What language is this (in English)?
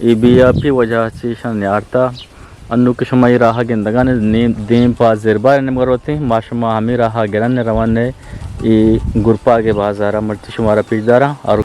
Eastern Balochi